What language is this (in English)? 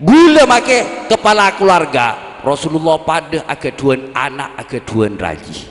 Madurese